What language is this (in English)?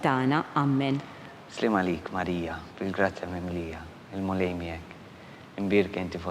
Maltese